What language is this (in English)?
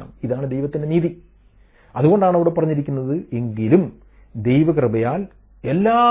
Malayalam